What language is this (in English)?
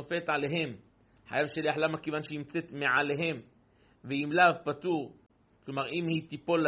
Hebrew